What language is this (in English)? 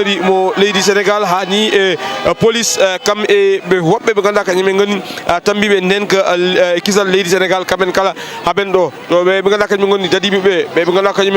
Fula